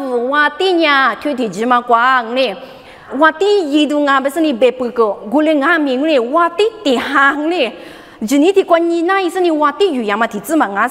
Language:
Lisu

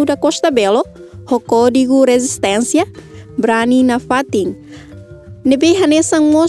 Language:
Tetum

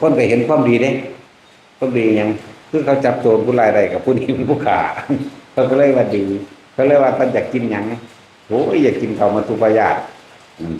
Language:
Northeastern Thai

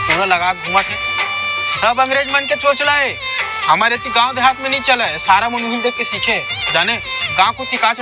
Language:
Chhattisgarhi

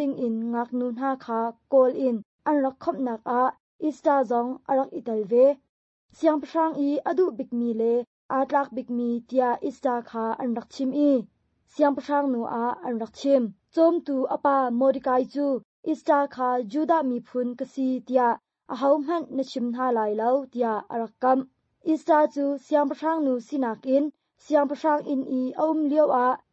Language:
Hakha Chin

